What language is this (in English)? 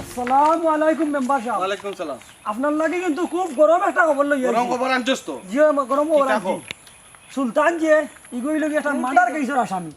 Sylheti